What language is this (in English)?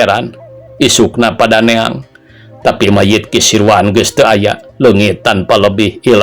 Sundanese